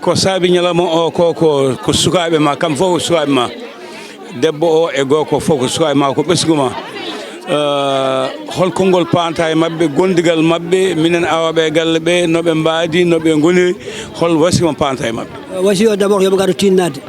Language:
Fula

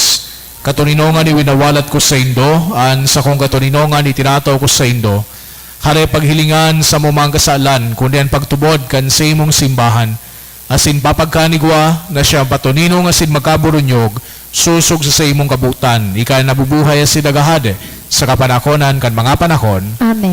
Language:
Bikol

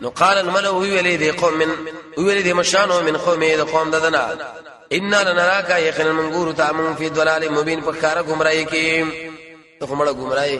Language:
Pashto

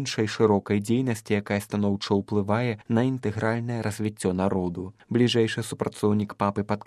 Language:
Belarusian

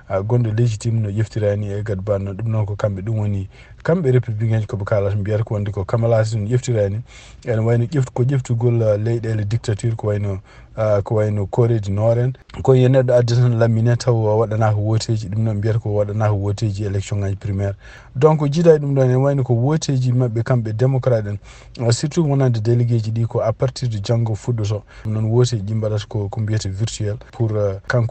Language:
Fula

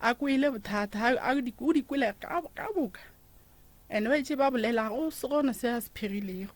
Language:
Northern Sotho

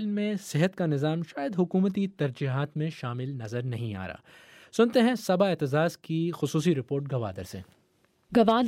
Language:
Urdu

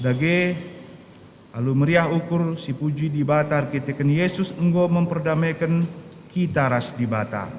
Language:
Batak Karo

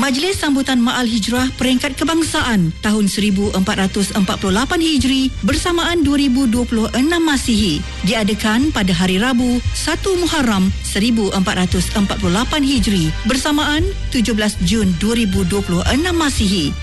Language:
Malay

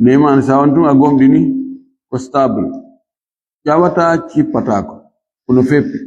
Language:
Fula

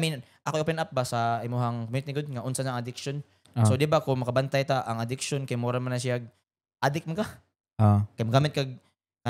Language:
Cebuano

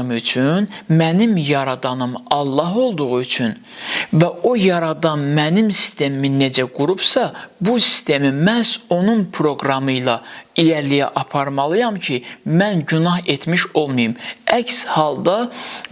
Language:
Azerbaijani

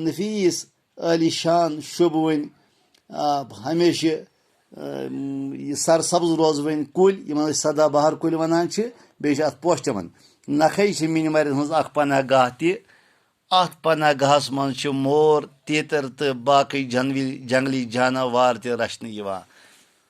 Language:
Kashmiri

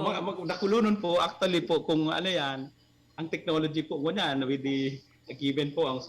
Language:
Bikol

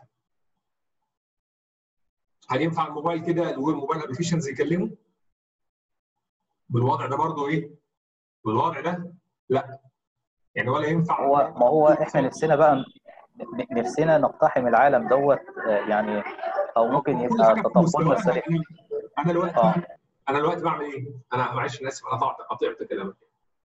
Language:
Egyptian Arabic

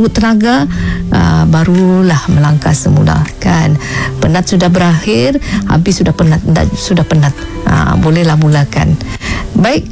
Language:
Malay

